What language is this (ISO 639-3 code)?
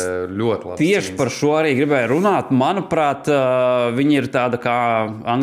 lav